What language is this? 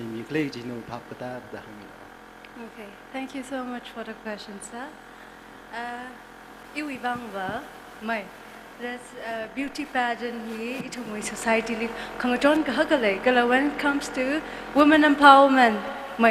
Tangkhul Naga (India)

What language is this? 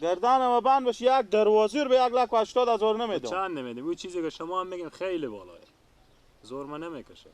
Persian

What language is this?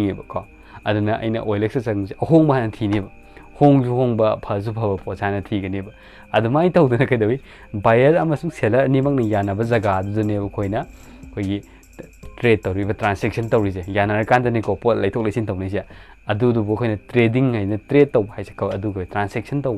Manipuri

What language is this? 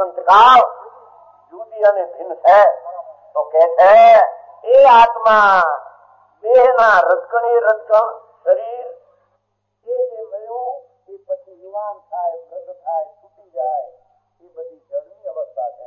Gujarati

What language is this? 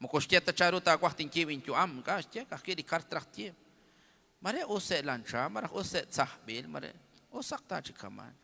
Kekchí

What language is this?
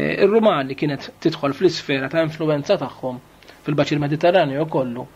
Maltese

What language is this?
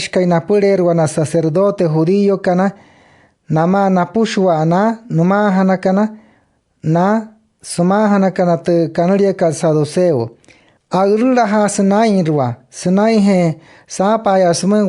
Wayuu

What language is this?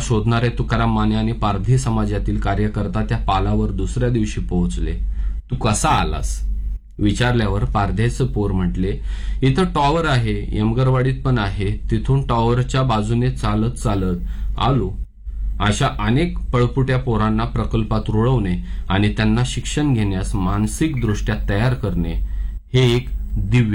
Marathi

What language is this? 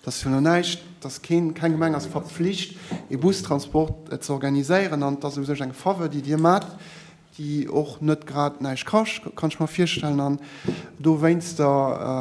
Luxembourgish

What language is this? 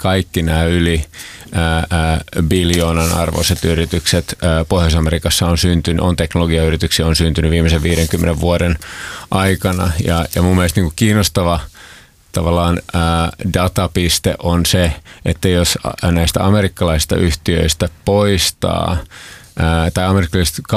Finnish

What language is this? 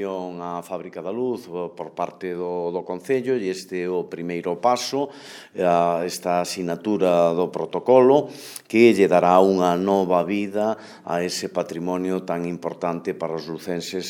Galician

